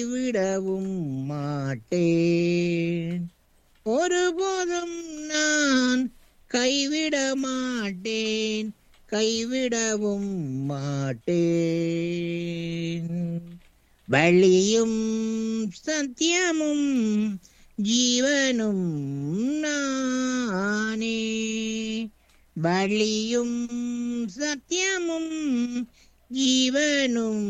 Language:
Tamil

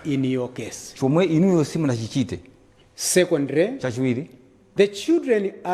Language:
Nyanja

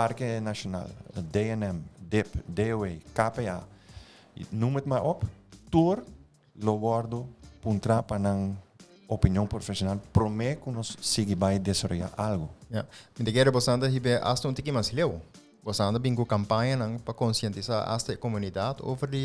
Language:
Papiamento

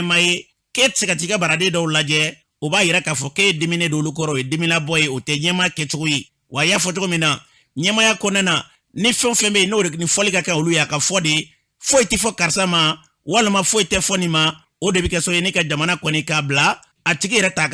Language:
Bambara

